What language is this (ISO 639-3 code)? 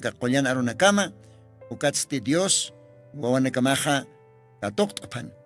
aym